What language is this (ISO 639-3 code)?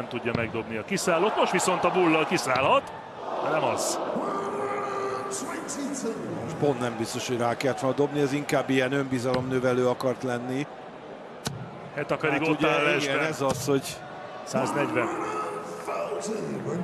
hun